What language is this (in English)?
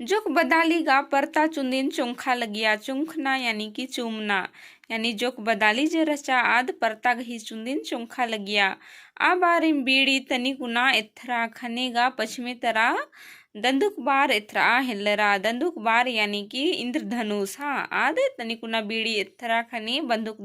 Kurukh